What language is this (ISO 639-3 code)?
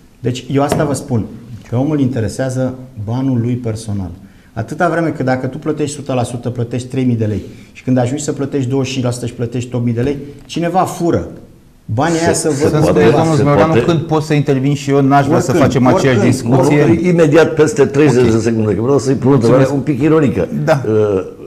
ron